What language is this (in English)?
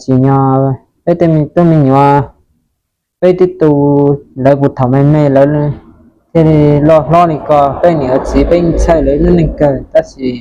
Hmong